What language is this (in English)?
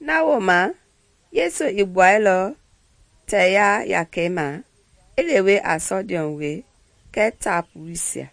Mende